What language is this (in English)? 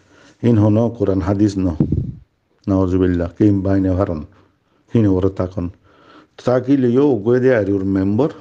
Rohingya